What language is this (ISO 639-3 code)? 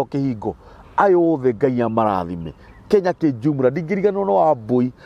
kik